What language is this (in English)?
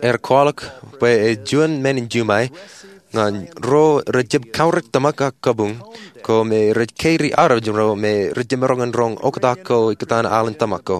Marshallese